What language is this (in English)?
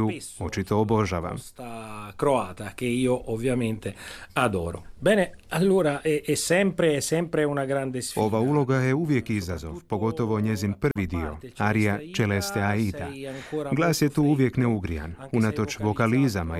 Croatian